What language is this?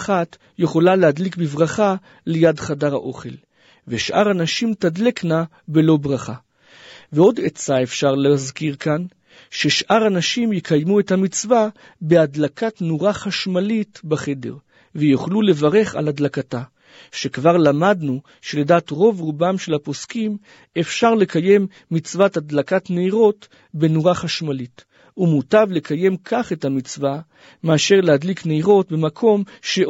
Hebrew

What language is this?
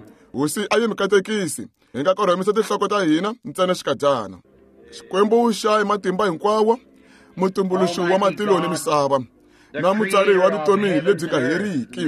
Tsonga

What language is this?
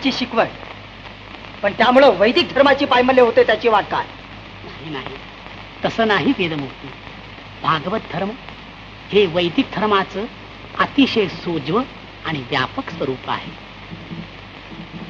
Marathi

